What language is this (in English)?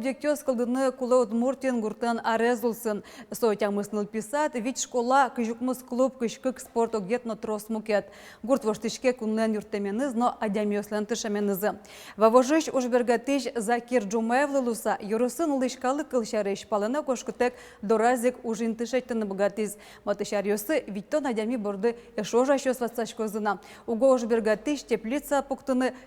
Udmurt